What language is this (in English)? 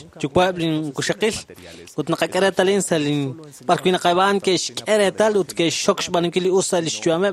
Kekchí